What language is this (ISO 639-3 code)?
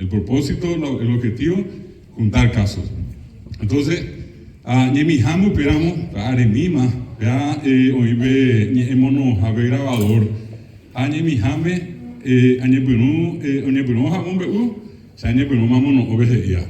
grn